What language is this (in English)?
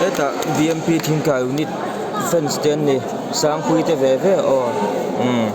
Mizo